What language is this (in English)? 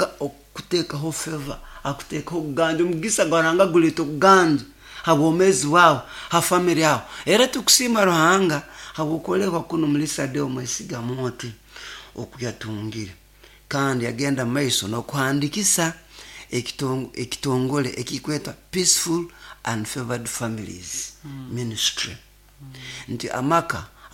Nyoro